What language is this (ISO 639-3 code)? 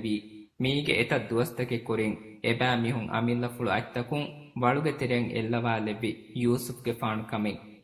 div